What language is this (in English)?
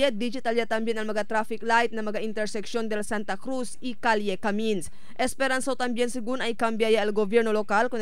Chavacano